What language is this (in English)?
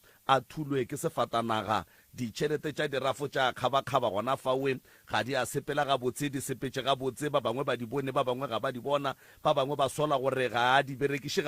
Northern Sotho